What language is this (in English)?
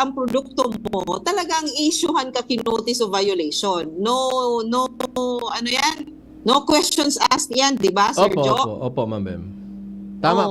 Bikol